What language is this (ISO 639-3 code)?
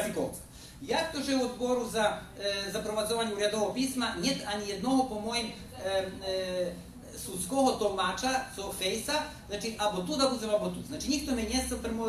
rue